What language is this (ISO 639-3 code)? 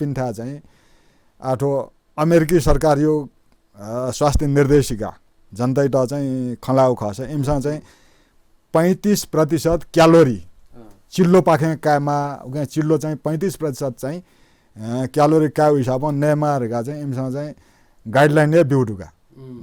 new